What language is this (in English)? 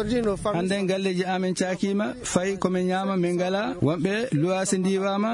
Fula